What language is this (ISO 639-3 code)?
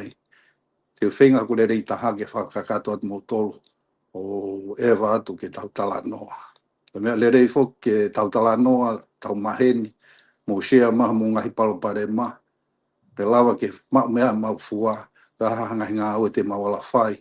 ton